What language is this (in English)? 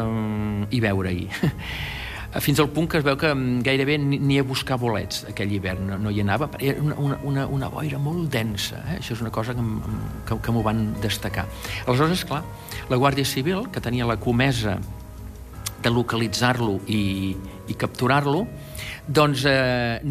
Catalan